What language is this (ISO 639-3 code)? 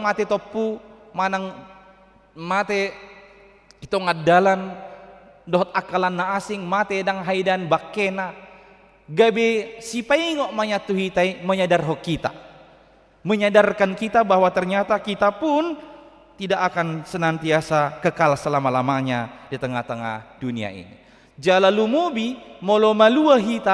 bbc